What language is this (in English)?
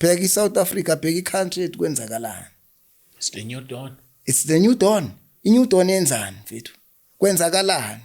Zulu